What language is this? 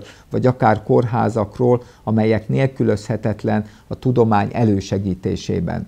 Hungarian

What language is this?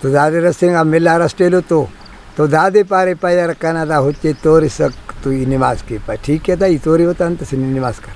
Brahui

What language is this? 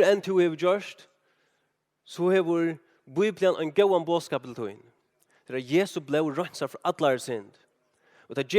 Faroese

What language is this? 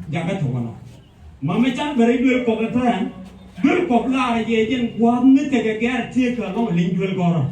Nuer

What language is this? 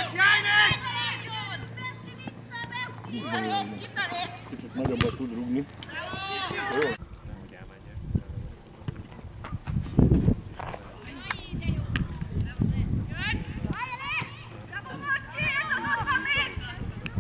Hungarian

